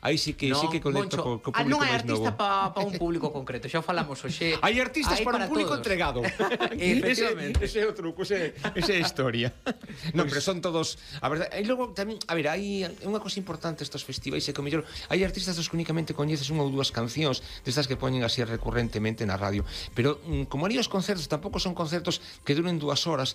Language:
Galician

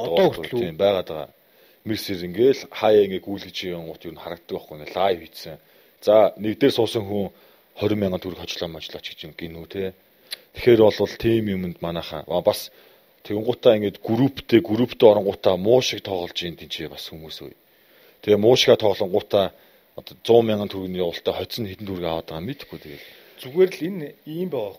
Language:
Mongolian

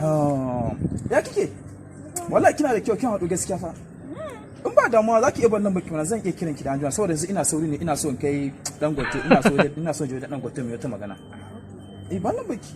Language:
Hausa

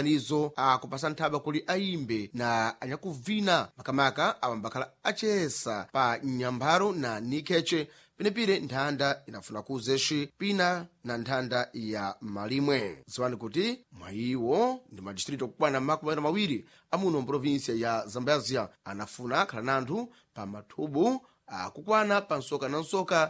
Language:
Sena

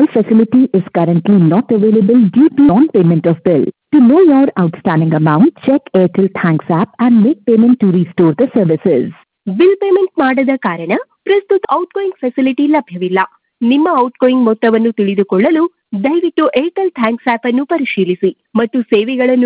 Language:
Kannada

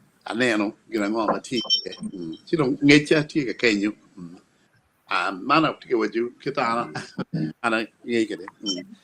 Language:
Acoli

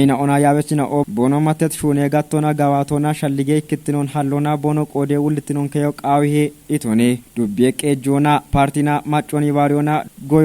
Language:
Kafa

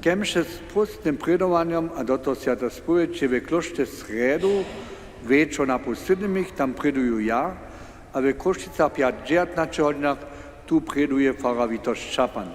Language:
Upper Sorbian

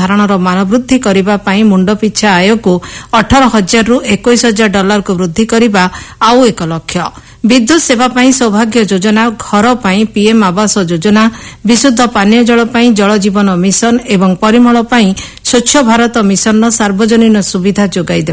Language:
Odia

